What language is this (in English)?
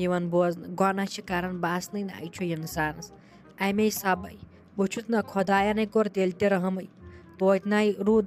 Kashmiri